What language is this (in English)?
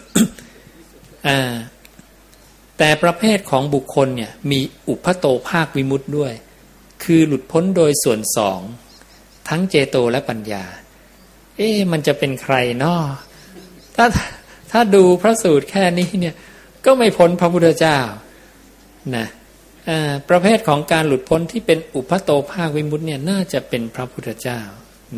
Thai